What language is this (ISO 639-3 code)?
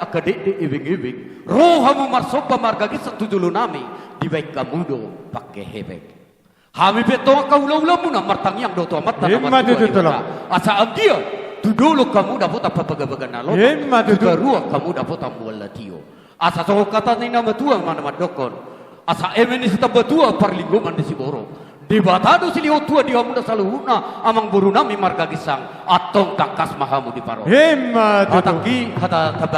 bbc